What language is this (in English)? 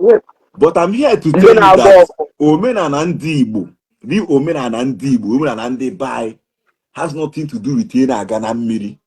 Igbo